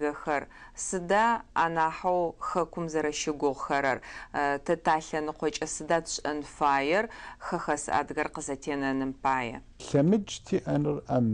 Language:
Adyghe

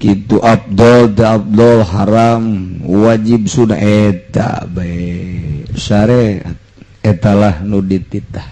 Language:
Sundanese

